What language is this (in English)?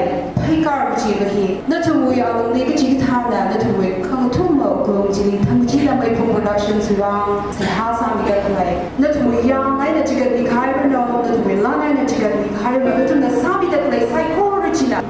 Tangkhul Naga (India)